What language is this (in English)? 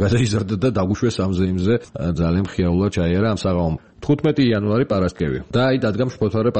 Georgian